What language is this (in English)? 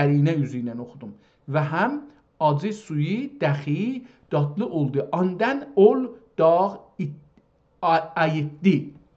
South Azerbaijani